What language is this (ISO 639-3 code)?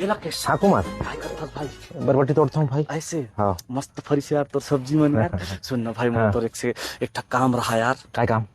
hne